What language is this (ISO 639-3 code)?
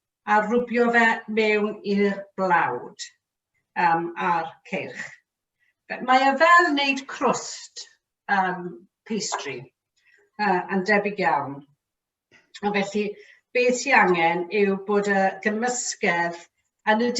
cym